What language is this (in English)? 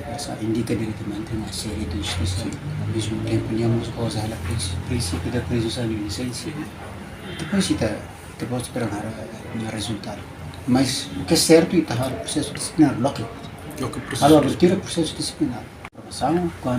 Tetum